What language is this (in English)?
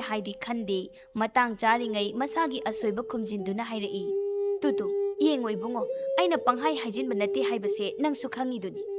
Manipuri